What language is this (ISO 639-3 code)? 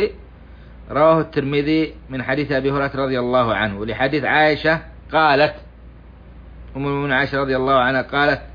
ara